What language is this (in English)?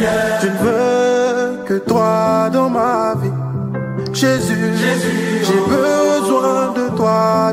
Cameroon Pidgin